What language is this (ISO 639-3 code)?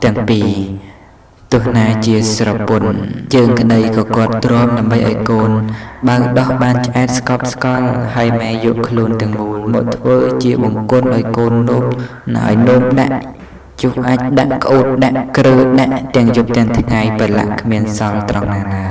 khm